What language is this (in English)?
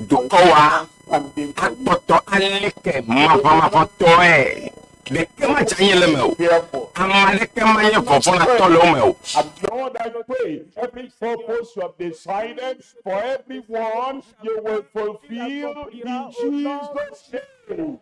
Ewe